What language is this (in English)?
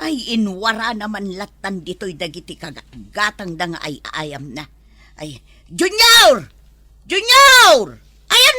Iloko